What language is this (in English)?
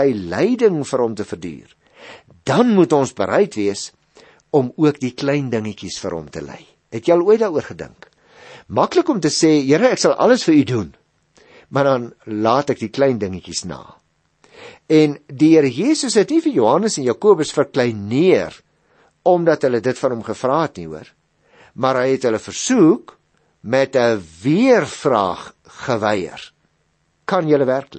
Afrikaans